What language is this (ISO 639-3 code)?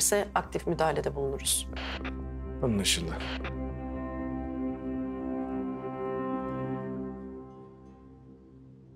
tur